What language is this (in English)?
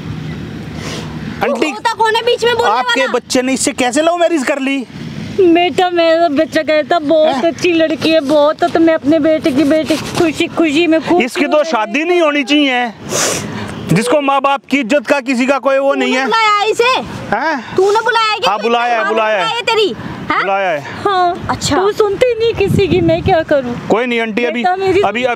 Hindi